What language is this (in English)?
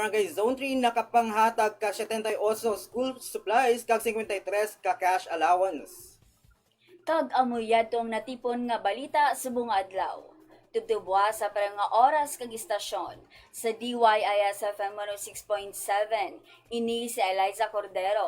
Hiligaynon